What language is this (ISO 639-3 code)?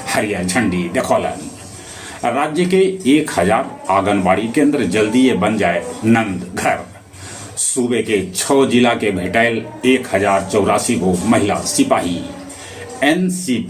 mag